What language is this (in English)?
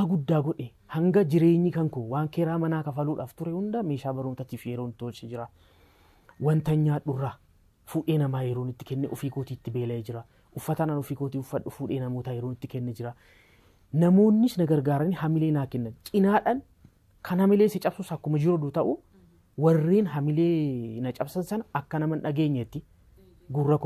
Oromo